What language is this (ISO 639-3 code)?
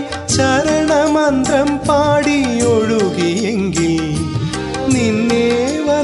mal